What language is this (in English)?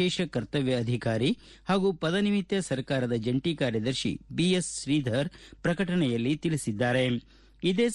Kannada